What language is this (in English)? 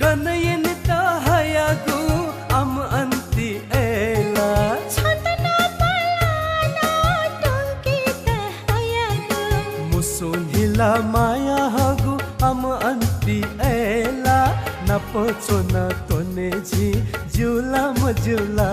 Newari